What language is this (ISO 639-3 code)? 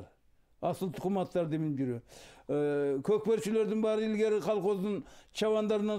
kir